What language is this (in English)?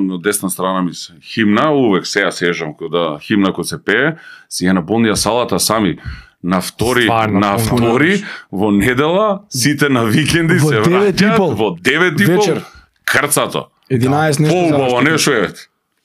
Macedonian